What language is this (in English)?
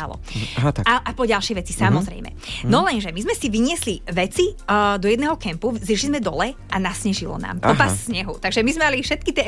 Slovak